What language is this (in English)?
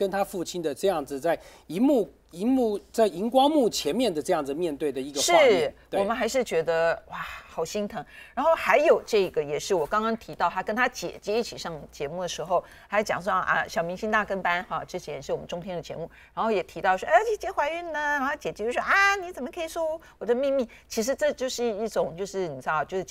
Chinese